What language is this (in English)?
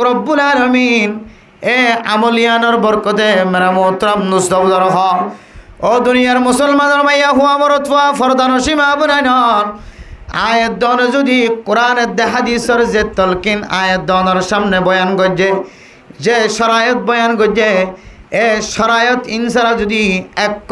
Rohingya